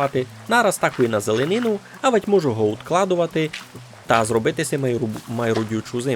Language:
Rusyn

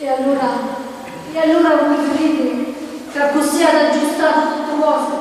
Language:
Sicilian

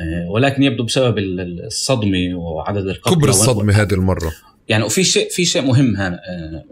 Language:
North Levantine Arabic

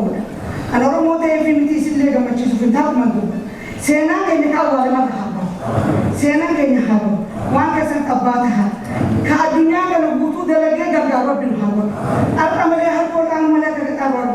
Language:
Oromo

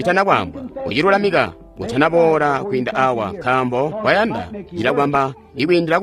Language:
Tonga (Zambia)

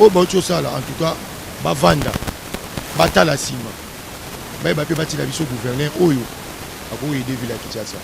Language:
Lingala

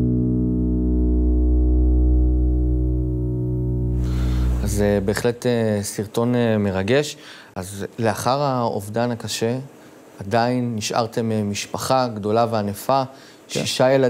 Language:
Hebrew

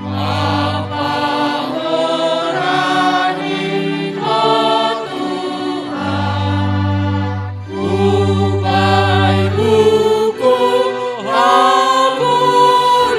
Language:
Batak Simalungun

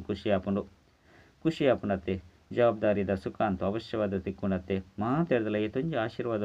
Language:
Tulu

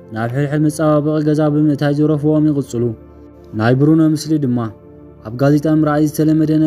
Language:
Tigrinya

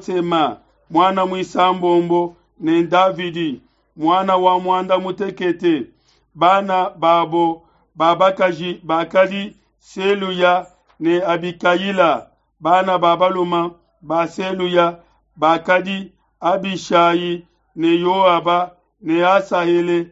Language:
Luba-Lulua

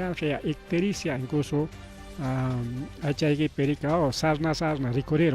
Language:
Ayacucho Quechua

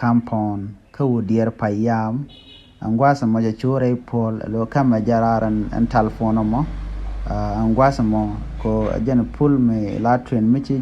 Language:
Nuer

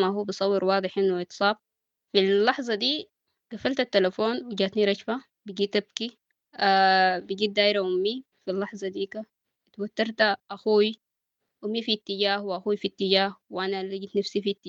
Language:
Sudanese Arabic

